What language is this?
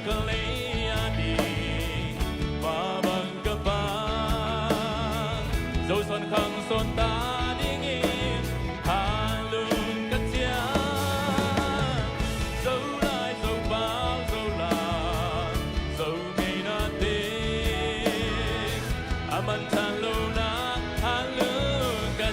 Tedim Chin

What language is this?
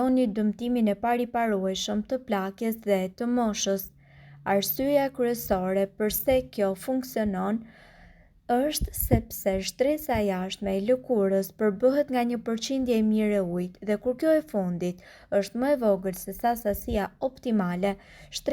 Albanian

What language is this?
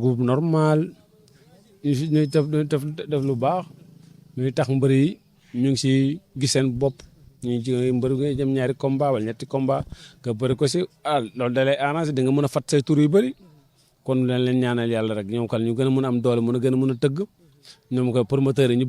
Wolof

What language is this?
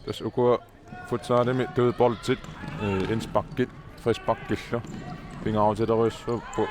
Kalaallisut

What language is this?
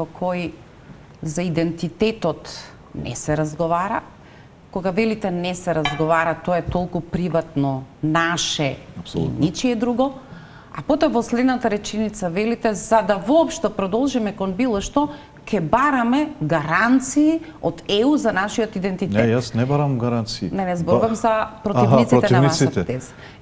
Macedonian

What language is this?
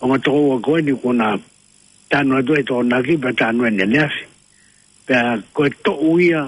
Tongan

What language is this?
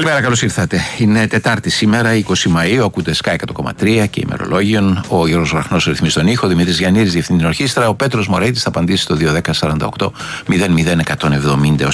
Greek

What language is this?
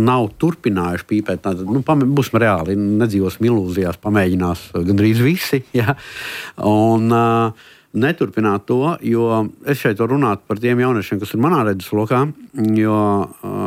Latvian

